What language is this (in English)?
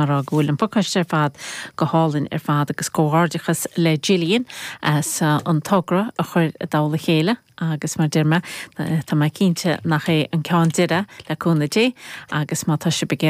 Irish